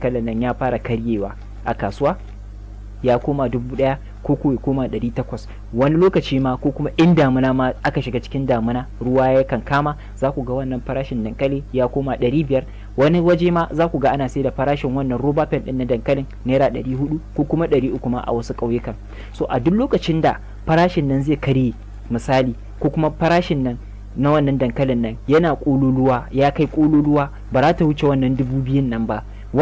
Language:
Hausa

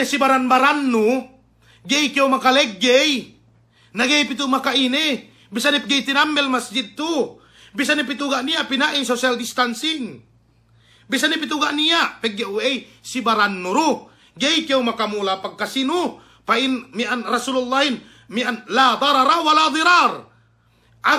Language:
Yakan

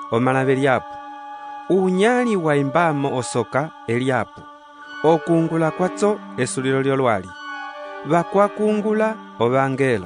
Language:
Umbundu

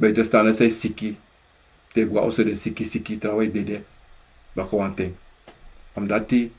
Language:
Sranan Tongo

